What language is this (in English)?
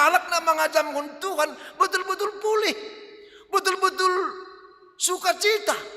Batak Simalungun